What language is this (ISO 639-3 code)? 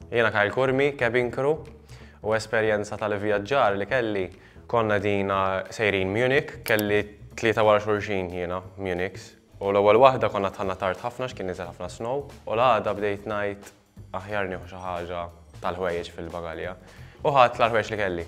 mlt